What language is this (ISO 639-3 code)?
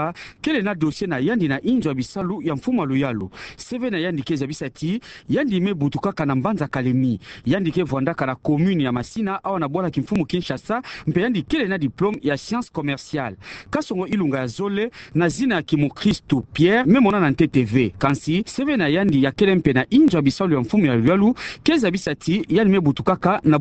ktu